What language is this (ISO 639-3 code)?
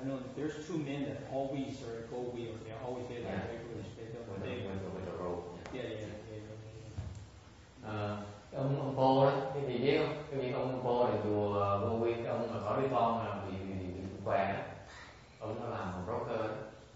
vie